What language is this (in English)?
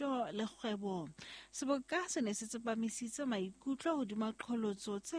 Southern Sotho